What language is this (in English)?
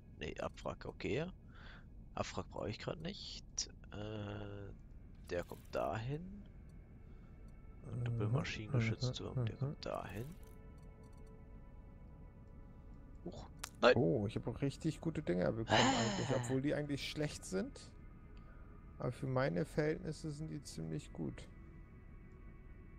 German